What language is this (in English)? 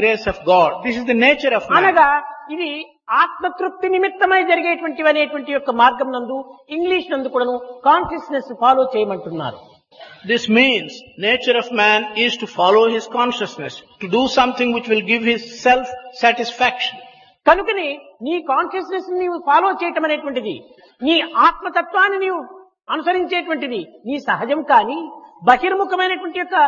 Telugu